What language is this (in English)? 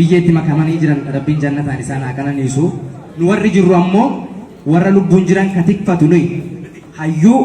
Oromo